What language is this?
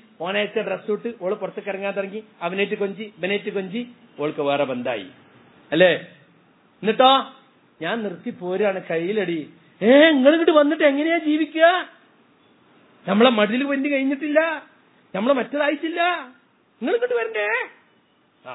Malayalam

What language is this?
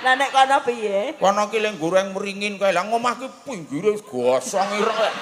Javanese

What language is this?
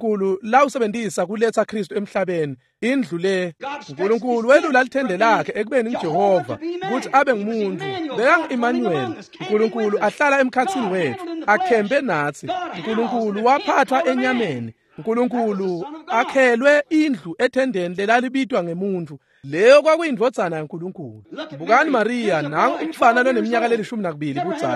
Swati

